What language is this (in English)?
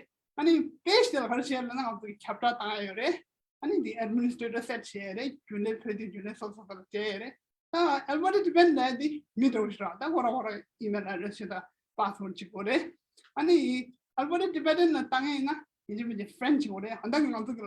Tibetan